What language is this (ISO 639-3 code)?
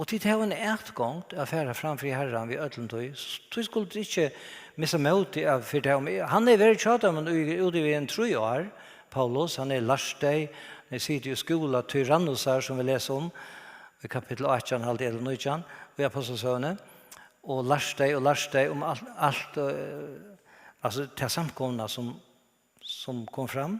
fao